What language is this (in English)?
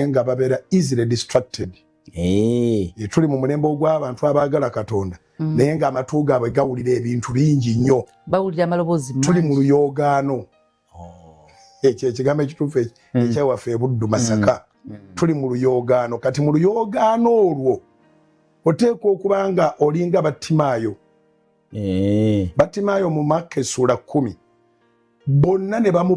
Ganda